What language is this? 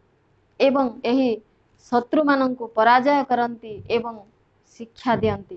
Odia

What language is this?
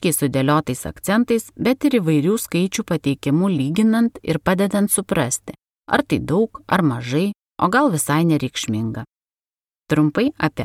Lithuanian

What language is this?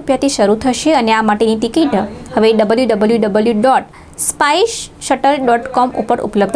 Gujarati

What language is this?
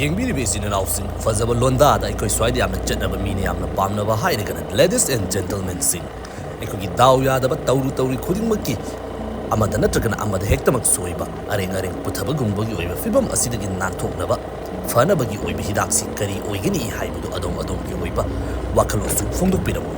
Manipuri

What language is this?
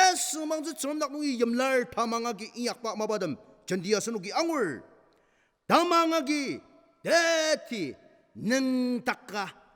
Ao Naga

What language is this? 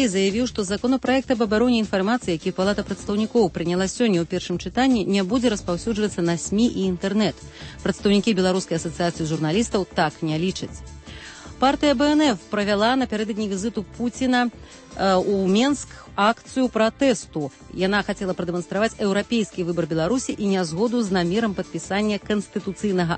Belarusian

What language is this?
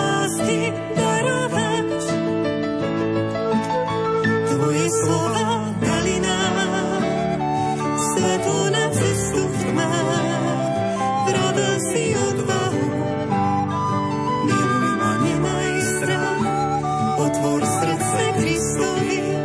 Slovak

